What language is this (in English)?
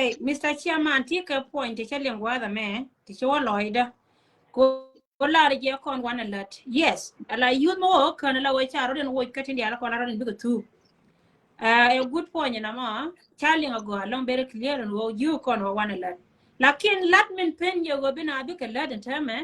Nuer